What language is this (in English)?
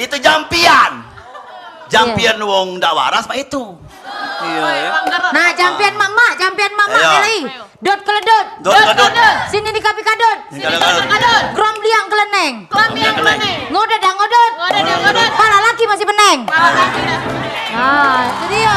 Musi